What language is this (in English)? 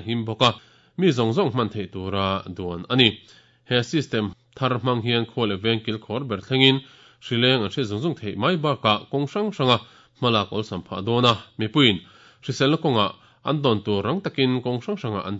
Mizo